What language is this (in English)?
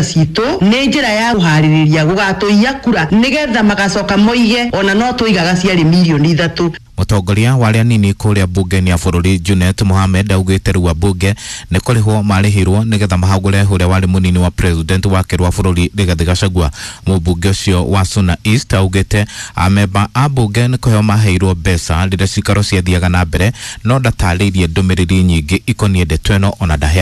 Kikuyu